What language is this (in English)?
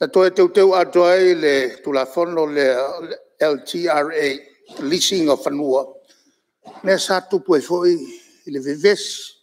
Samoan